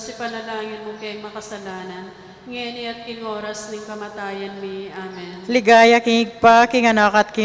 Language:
Pampanga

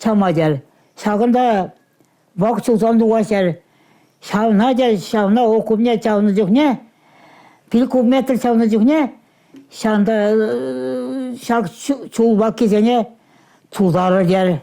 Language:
Chuvash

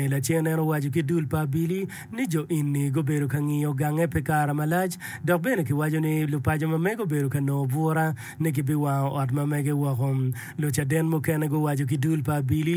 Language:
Acoli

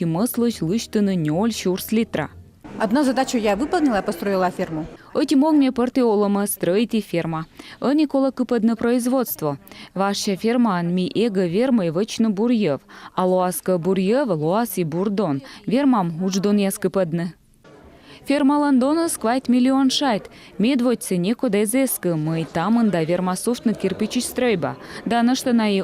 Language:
Komi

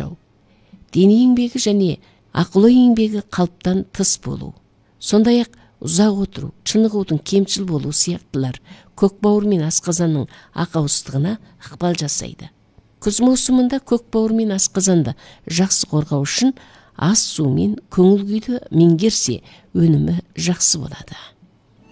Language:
Kazakh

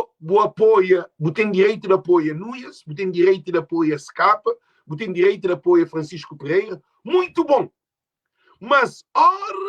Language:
Kabuverdianu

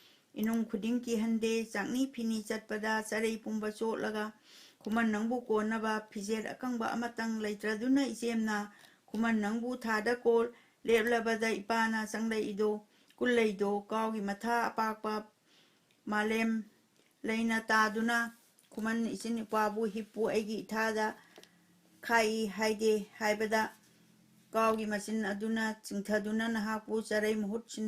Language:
Manipuri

